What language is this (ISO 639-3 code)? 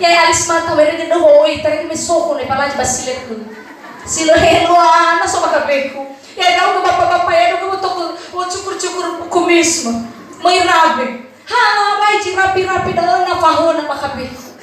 nia